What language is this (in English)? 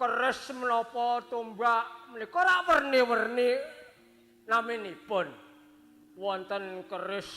Javanese